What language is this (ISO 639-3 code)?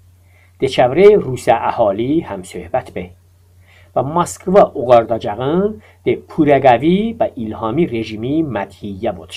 tly